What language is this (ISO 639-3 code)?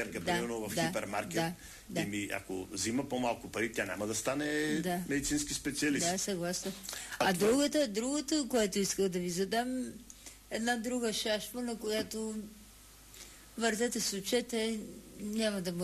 bul